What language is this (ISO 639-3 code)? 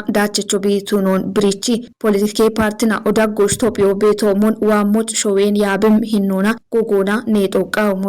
kbr